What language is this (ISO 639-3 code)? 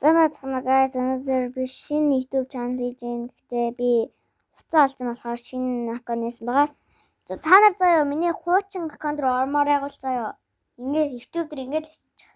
mon